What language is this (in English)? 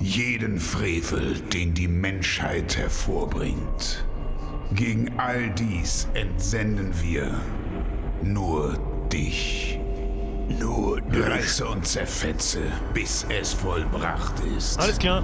Bavarian